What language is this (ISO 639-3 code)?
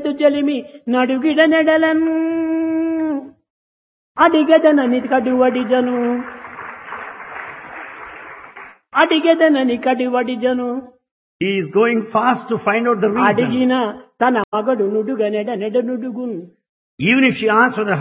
tel